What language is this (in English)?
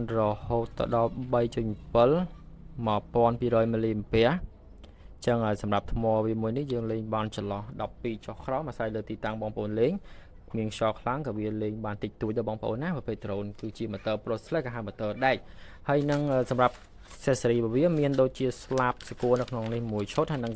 Khmer